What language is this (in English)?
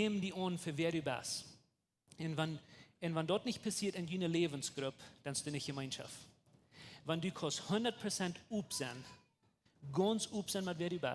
Plautdietsch